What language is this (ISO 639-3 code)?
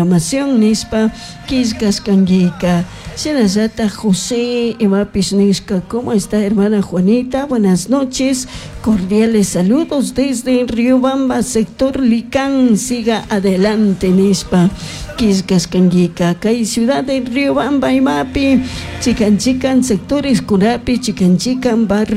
qug